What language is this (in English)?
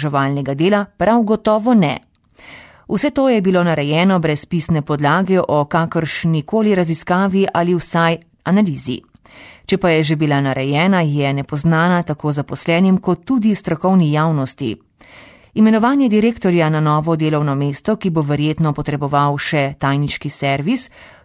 Slovenian